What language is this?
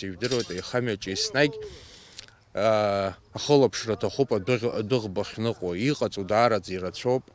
Abkhazian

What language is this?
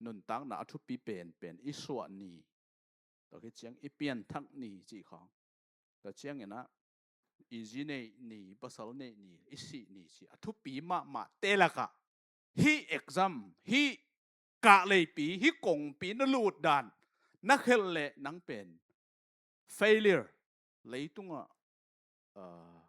Tedim Chin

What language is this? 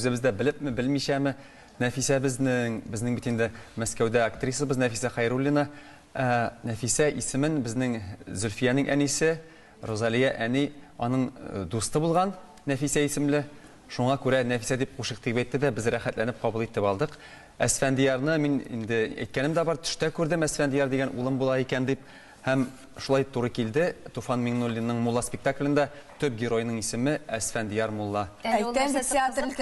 Tatar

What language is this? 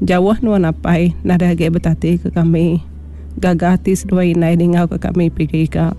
Iban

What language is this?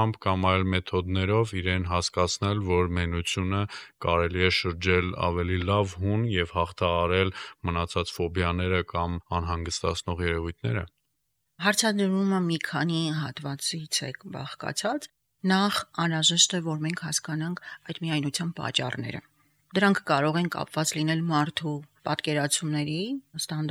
Armenian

